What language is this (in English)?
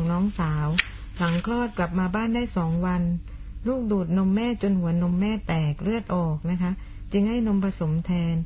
Thai